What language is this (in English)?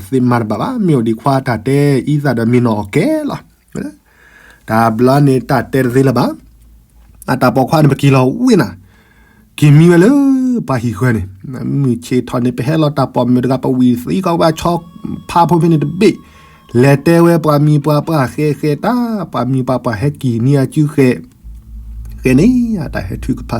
S'gaw Karen